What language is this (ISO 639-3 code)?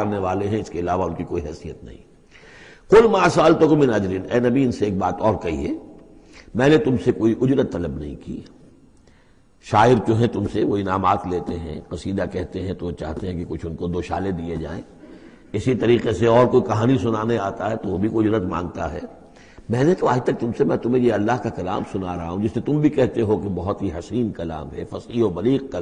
urd